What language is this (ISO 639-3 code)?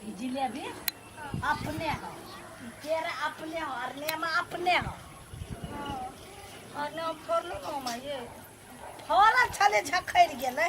mai